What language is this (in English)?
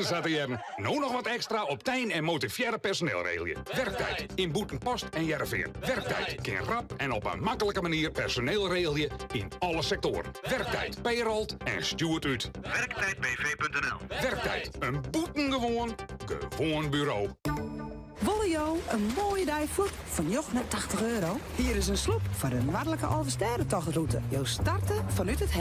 Western Frisian